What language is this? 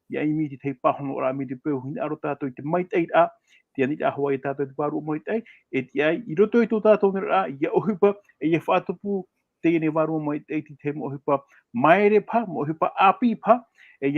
Tahitian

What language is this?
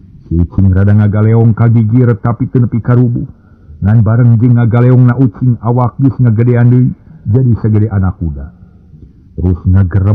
Sundanese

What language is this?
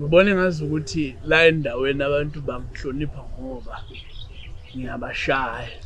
Zulu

